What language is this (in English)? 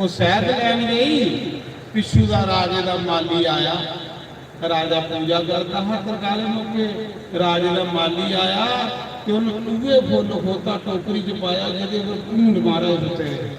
Dogri